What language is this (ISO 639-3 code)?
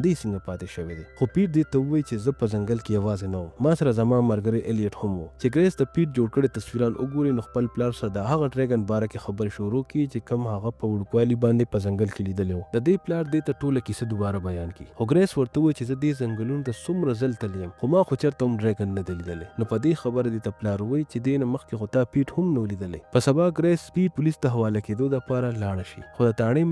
pus